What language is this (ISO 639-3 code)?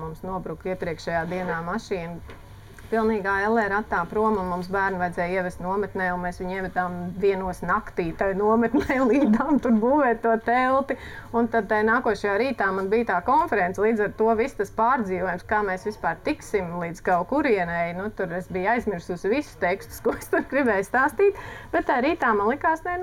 lav